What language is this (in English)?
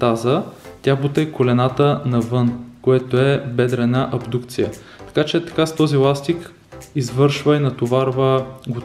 Bulgarian